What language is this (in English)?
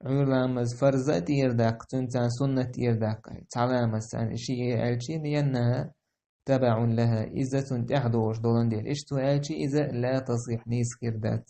Chechen